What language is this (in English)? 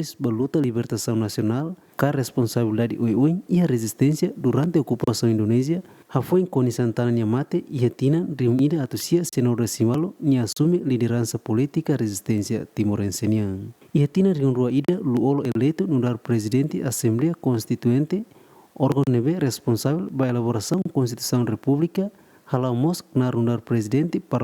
Tetum